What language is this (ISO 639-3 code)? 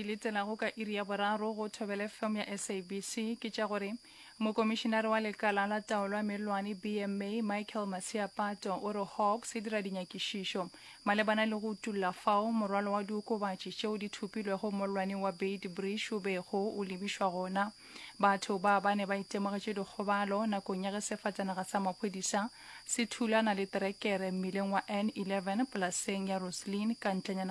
nso